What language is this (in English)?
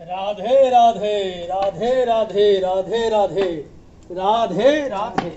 Maithili